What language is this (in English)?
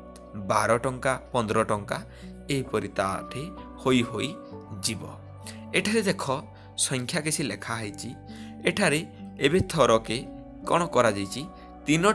Odia